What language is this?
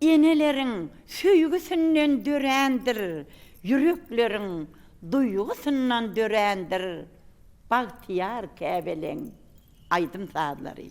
Turkmen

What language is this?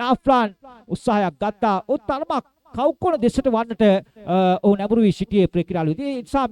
Sinhala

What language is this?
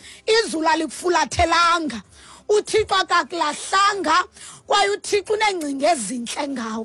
Xhosa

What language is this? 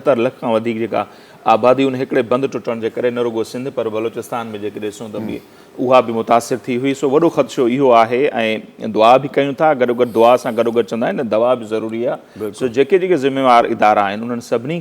Sindhi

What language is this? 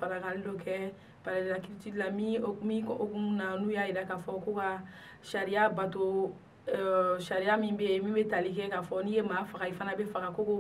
Bambara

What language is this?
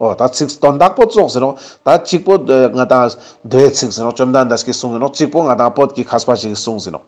Ladakhi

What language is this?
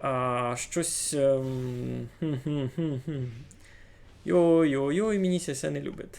Rusyn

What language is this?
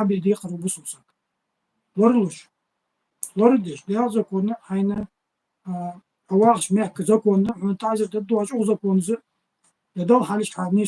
Ingush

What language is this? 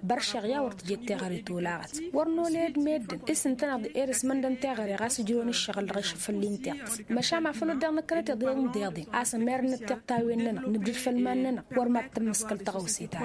Tamasheq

